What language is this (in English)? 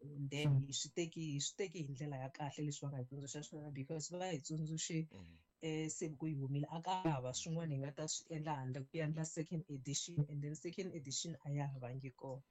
Tsonga